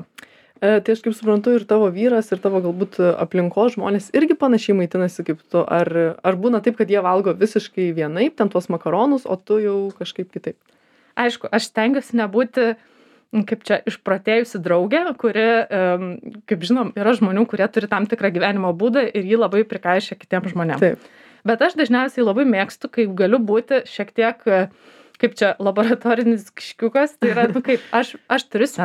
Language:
Lithuanian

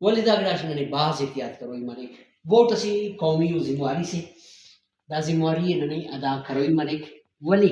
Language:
Brahui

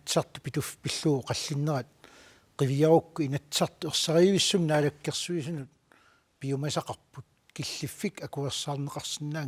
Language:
Kalaallisut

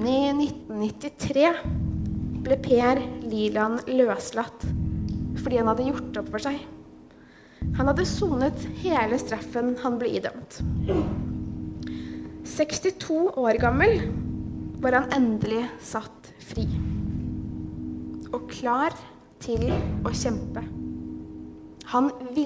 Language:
Norwegian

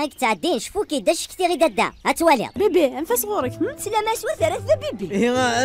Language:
Kabyle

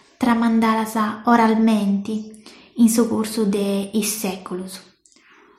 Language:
Sardinian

